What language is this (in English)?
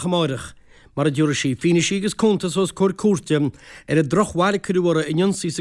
Irish